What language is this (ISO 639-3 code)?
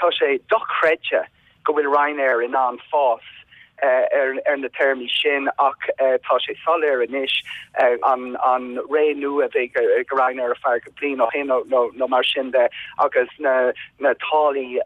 gle